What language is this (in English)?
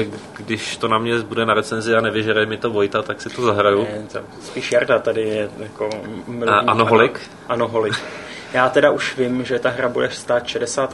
Czech